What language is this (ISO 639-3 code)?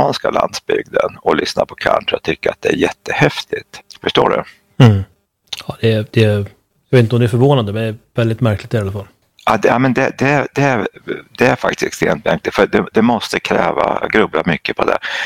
swe